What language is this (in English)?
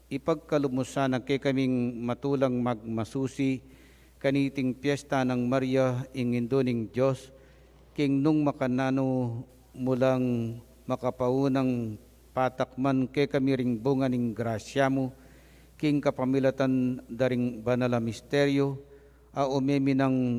Pampanga